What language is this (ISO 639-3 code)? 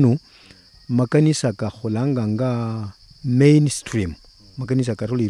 luy